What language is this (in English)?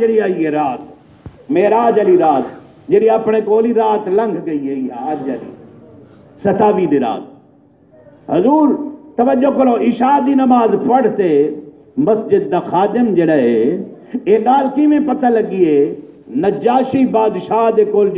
Saraiki